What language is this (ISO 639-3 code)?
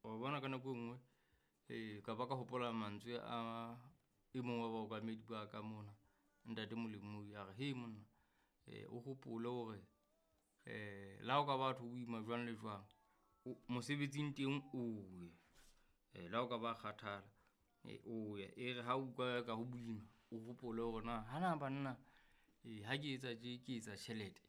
sot